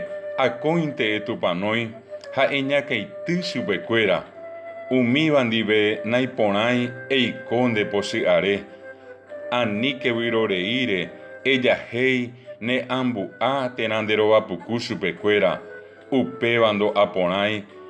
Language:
Guarani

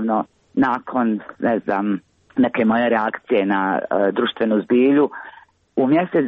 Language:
Croatian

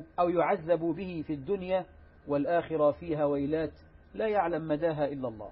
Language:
Arabic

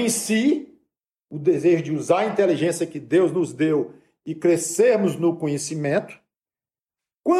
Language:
Portuguese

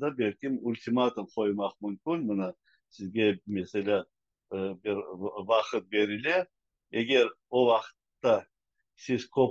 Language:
Crimean Tatar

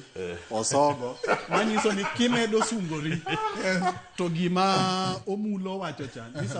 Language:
Luo (Kenya and Tanzania)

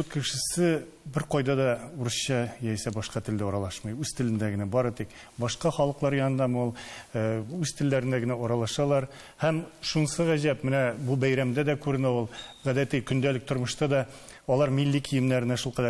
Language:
Tatar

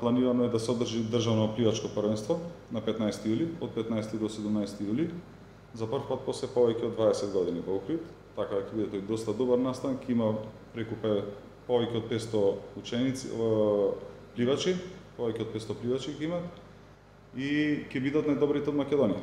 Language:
Macedonian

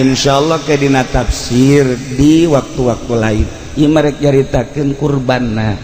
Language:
Sundanese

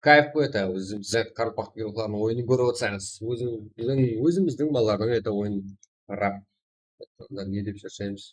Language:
Kara-Kalpak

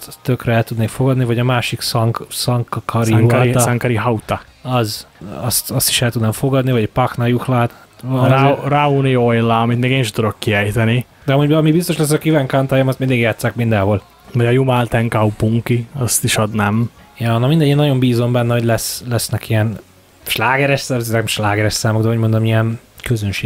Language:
Hungarian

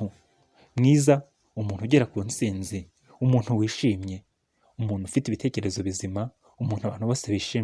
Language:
Kinyarwanda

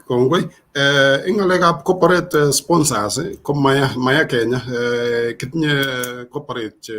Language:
Kalenjin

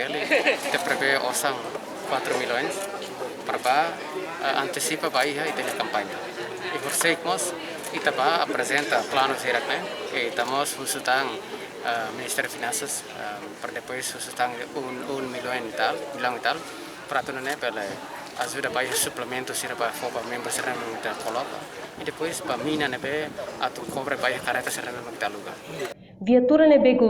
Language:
Tetum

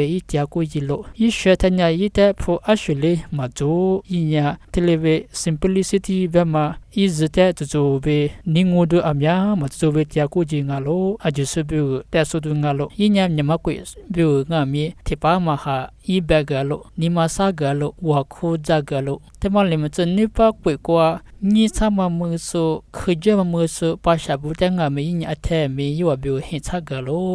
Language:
Lisu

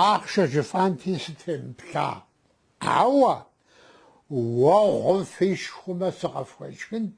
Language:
Kabardian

